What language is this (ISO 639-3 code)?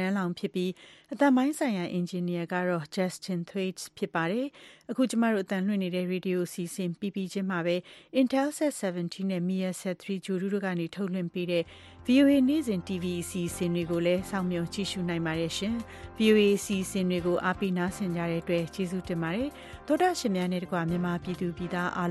mya